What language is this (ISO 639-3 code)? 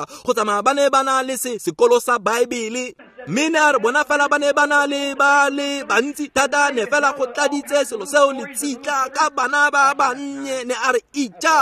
tsn